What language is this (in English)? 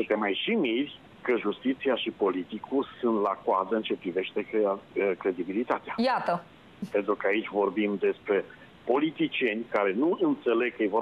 Romanian